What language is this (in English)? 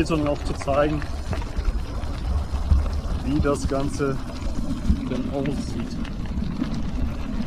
German